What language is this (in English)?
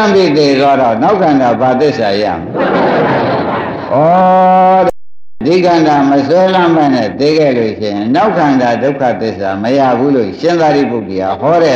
Burmese